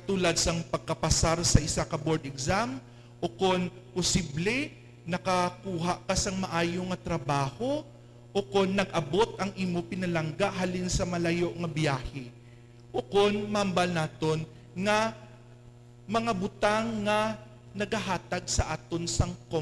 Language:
Hiligaynon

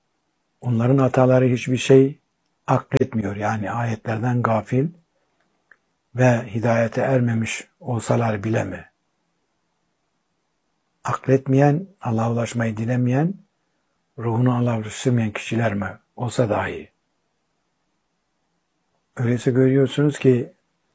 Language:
Turkish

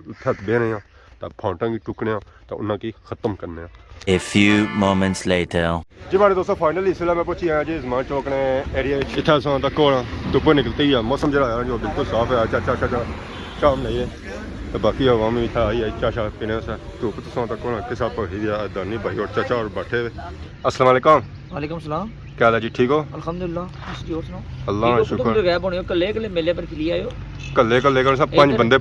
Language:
Pahari-Potwari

